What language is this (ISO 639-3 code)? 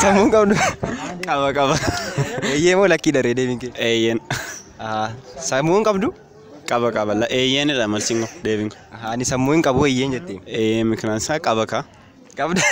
orm